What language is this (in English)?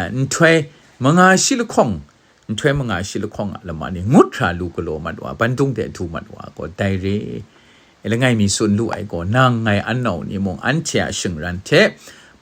Kachin